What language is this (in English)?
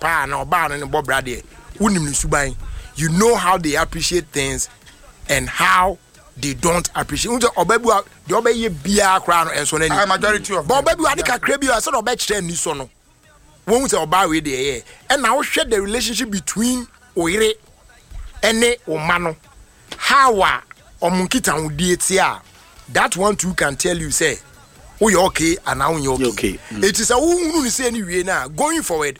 Akan